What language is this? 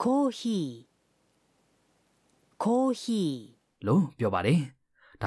Burmese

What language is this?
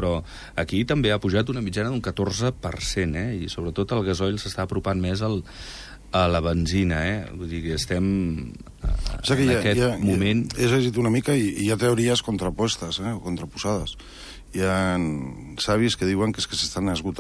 Catalan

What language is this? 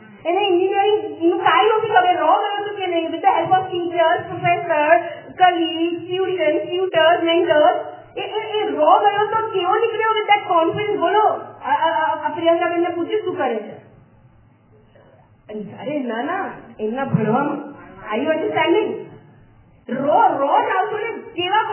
Gujarati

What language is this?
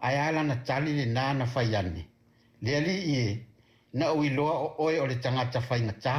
Samoan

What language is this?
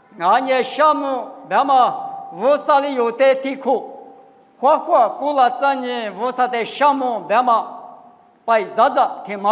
Lisu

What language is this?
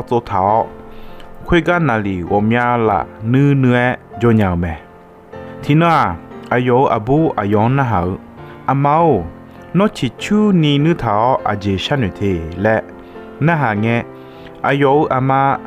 Akha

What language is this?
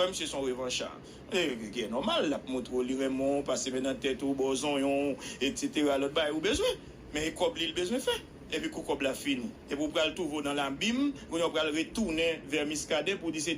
Haitian Creole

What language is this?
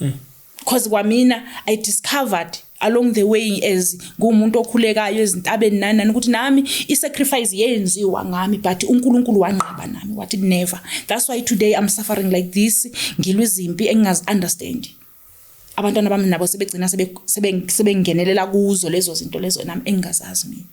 Zulu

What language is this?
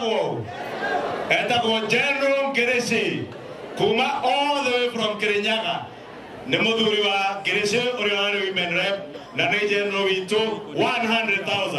Kikuyu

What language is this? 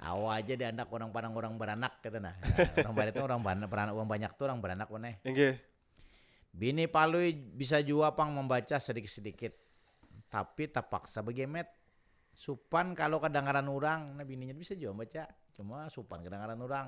Banjar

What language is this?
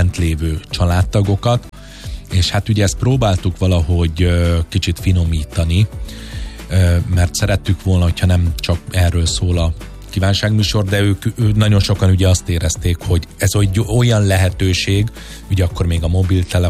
Hungarian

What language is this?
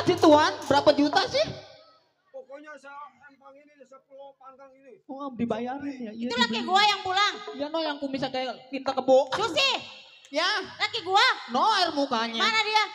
Betawi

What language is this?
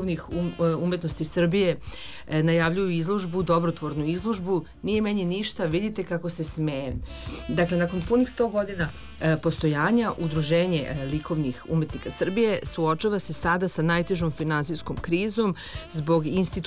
Serbian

